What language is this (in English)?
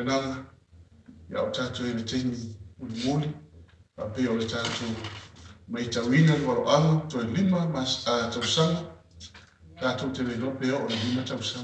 Samoan